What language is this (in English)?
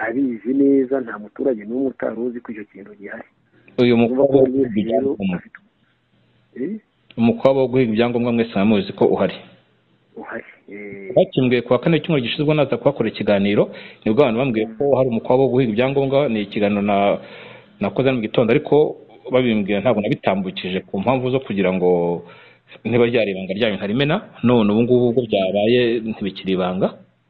Kinyarwanda